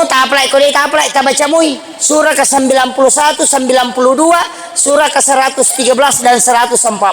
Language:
Buginese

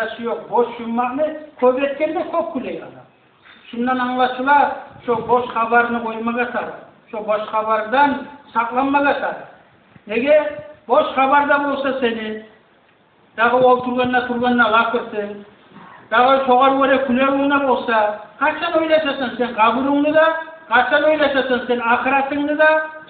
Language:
Kumyk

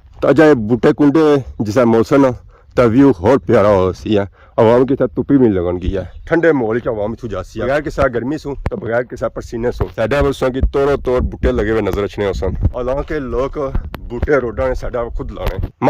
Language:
Pahari-Potwari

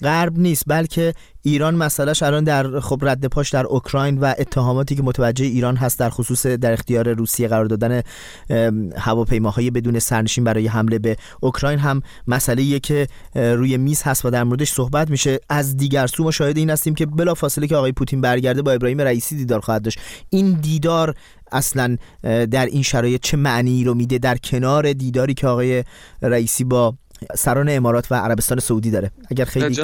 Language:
Persian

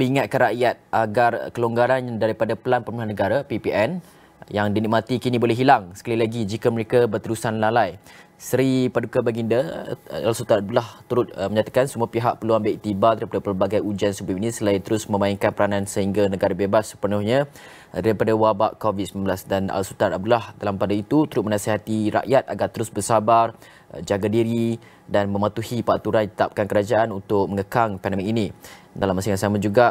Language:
Malay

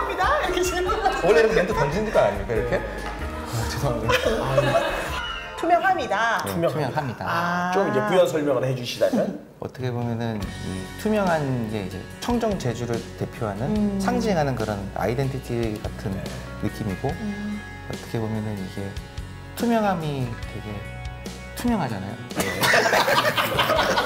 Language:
Korean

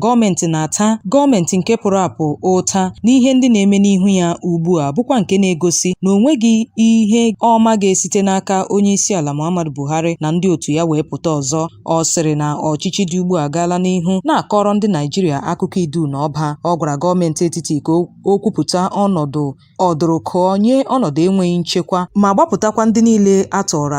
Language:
Igbo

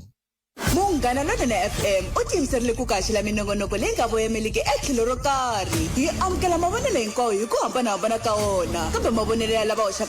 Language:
Tsonga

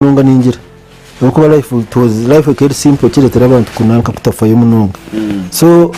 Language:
Nyankole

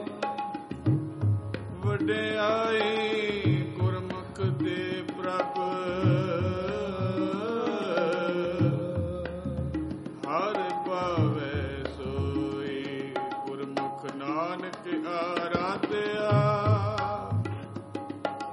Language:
Punjabi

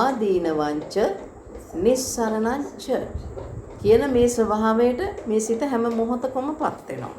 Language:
Sinhala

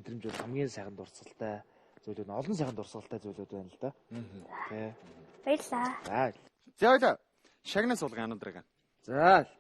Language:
Mongolian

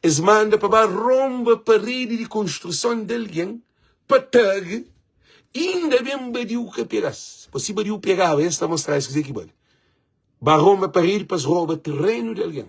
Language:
Kabuverdianu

